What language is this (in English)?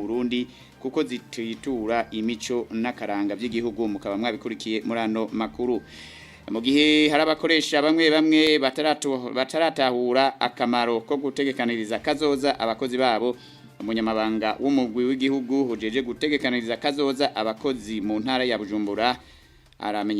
Rundi